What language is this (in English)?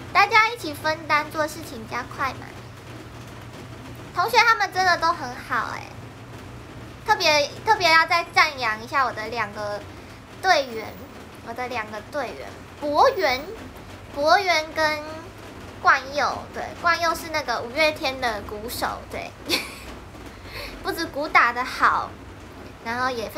Chinese